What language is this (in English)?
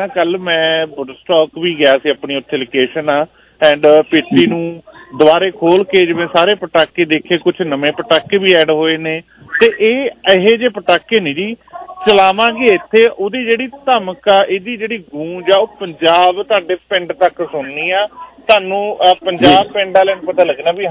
Punjabi